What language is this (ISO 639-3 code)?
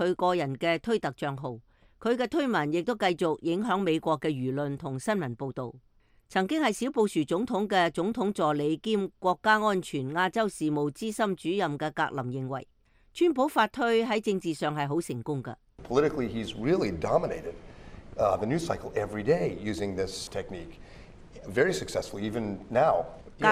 yue